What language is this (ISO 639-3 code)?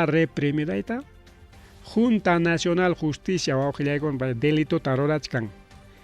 quy